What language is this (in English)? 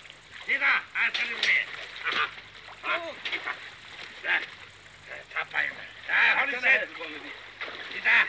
Swedish